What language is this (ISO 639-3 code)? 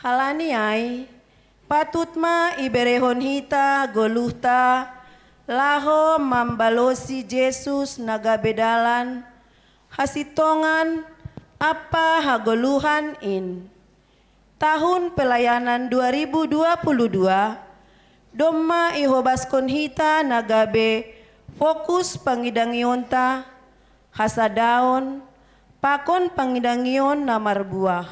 bts